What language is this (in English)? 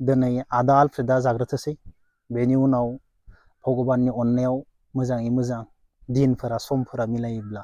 Bodo